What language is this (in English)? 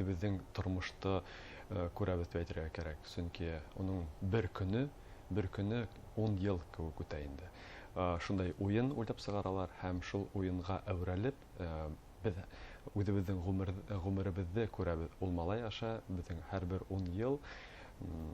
Bashkir